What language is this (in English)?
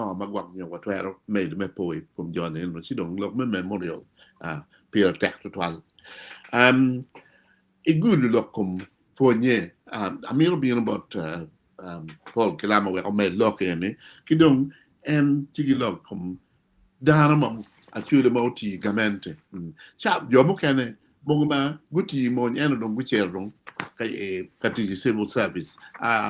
Acoli